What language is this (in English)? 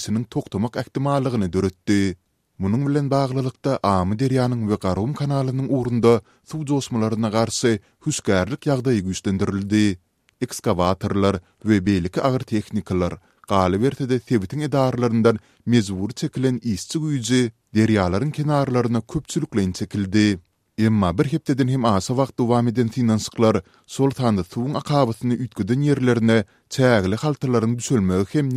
Turkmen